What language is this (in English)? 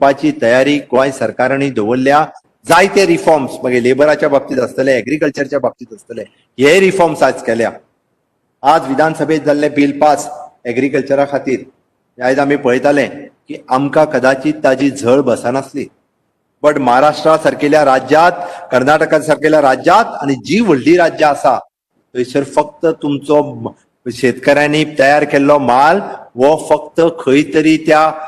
Konkani